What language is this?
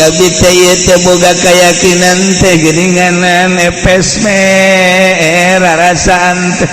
Sundanese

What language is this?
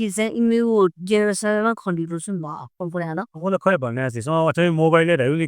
Newari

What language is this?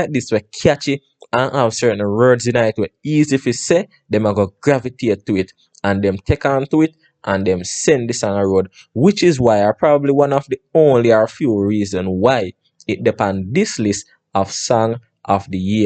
Jamaican Creole English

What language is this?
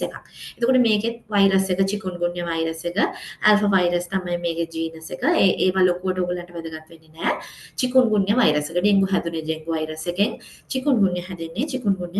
Sinhala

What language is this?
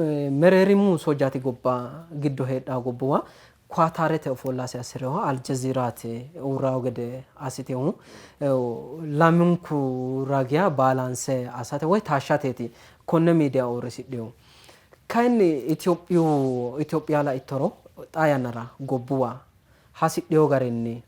Sidamo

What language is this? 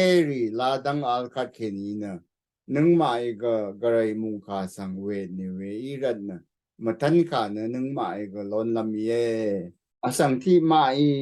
Rawang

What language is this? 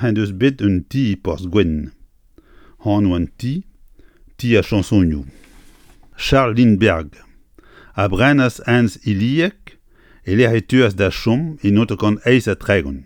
Breton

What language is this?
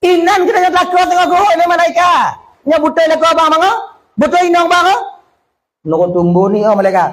Achinese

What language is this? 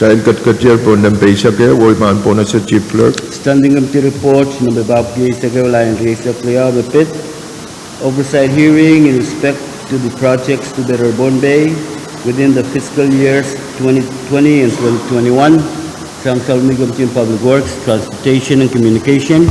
Pohnpeian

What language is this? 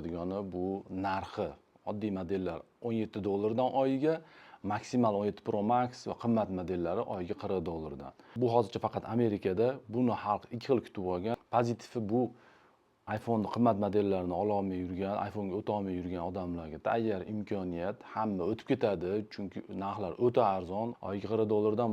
Uzbek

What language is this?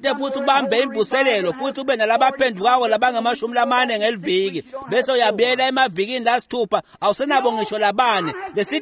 Swati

